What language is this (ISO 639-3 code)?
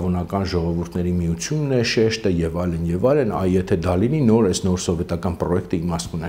hye